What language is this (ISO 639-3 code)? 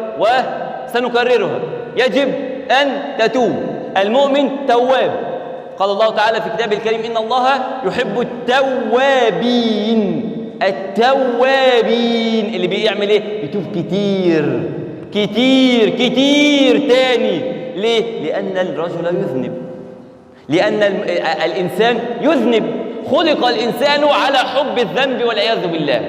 arz